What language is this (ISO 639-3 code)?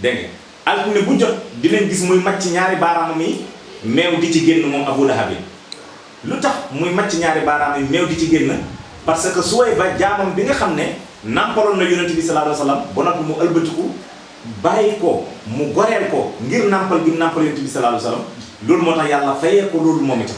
wol